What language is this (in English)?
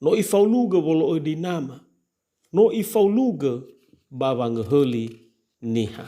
Nias